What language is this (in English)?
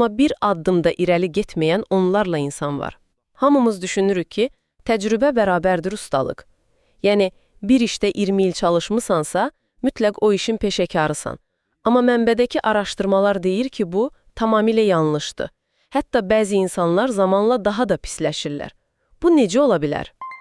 Azerbaijani